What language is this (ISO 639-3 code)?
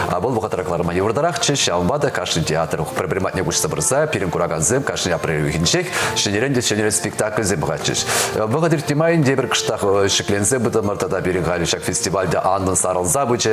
chv